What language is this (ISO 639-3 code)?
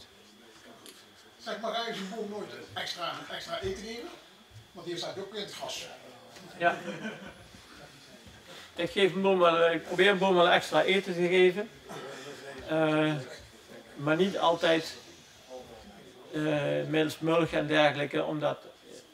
nld